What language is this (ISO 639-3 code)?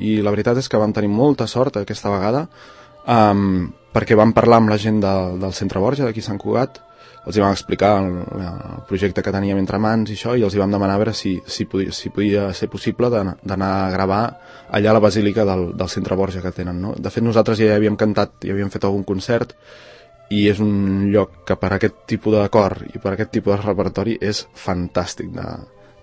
cat